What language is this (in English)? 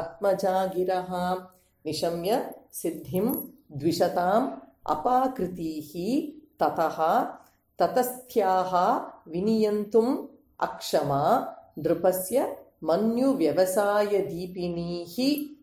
Sanskrit